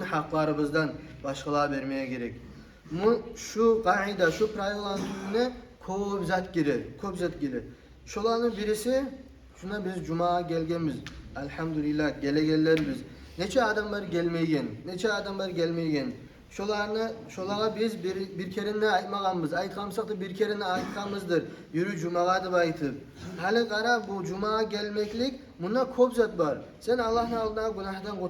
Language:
Kumyk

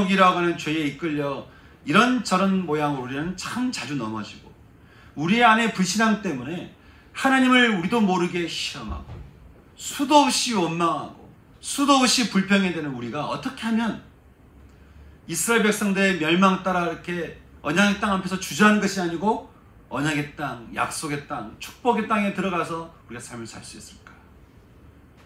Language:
Korean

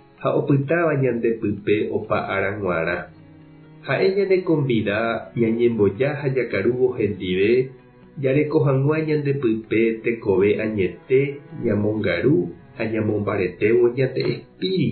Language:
Guarani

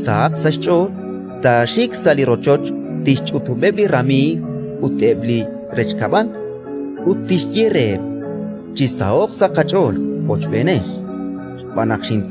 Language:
Kekchí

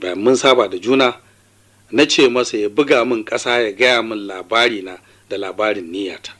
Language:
Hausa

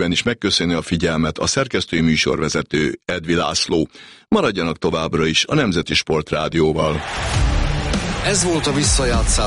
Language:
Hungarian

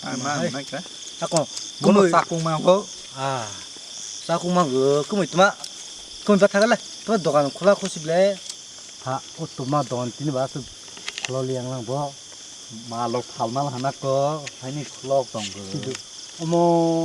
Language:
Kok Borok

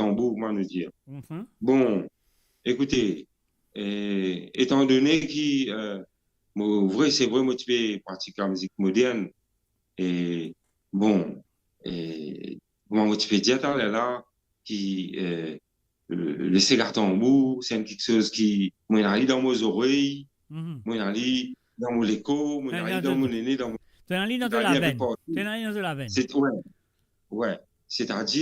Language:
Morisyen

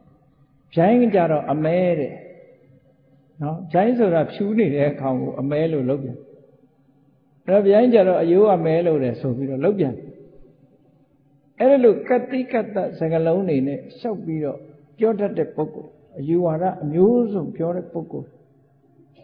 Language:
Burmese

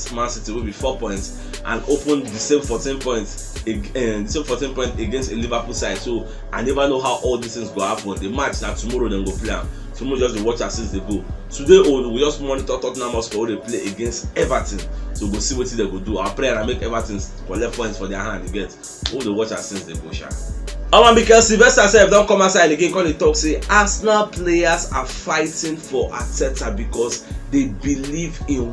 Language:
Nigerian Pidgin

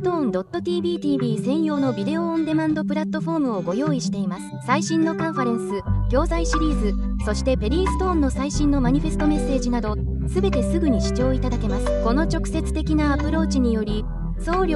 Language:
Japanese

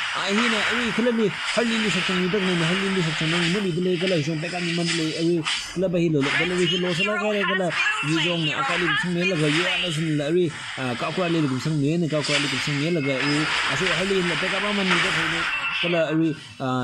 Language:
Tangkhul Naga (India)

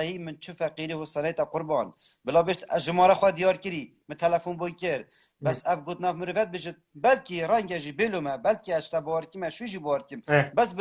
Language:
Kurdish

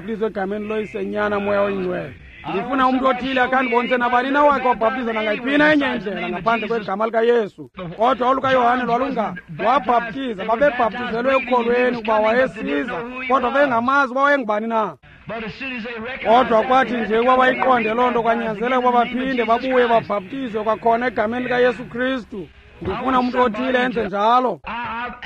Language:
Xhosa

